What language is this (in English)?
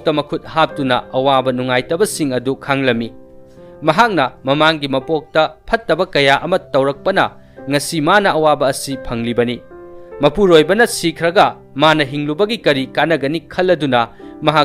Manipuri